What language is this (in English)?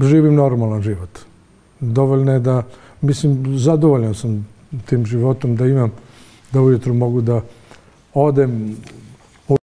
Bosnian